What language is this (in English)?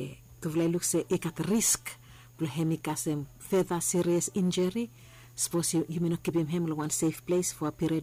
Bislama